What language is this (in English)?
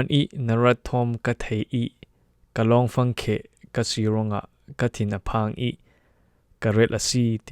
Falam Chin